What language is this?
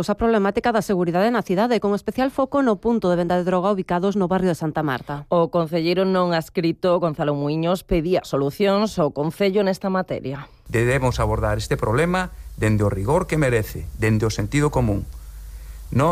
Galician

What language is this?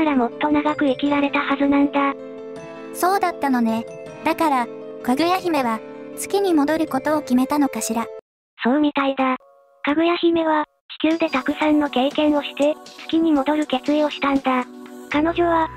Japanese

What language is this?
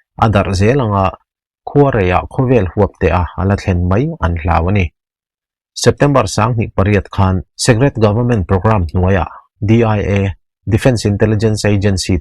Mizo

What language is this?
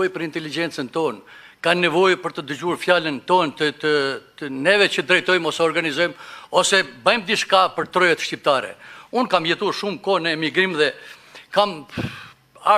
Albanian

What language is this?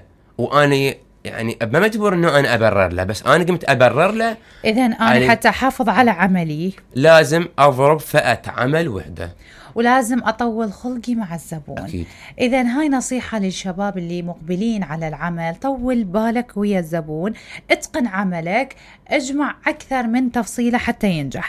Mesopotamian Arabic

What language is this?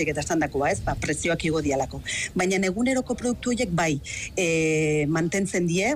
Basque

